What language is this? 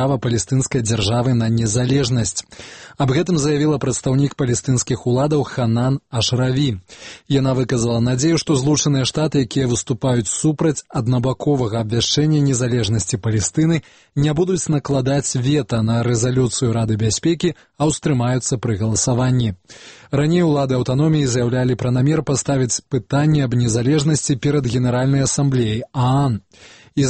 Belarusian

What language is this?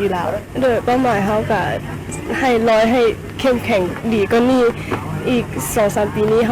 Lao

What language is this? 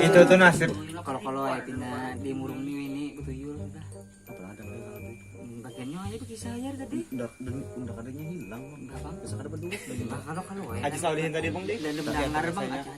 Banjar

